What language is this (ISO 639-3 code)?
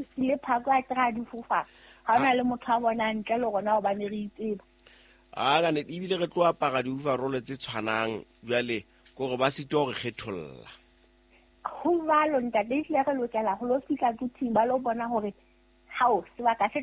sot